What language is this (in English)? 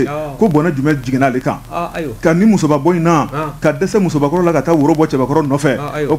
Bambara